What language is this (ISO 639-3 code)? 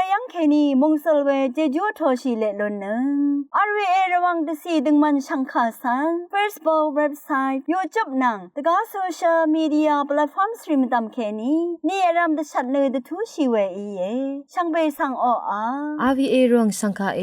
raw